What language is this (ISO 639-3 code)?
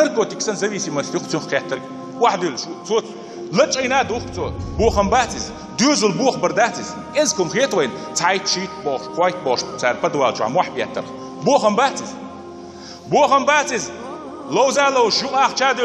che